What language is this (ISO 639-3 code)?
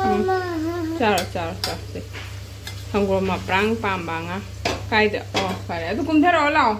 mni